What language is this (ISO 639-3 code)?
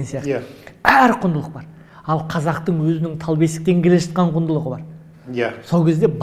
kaz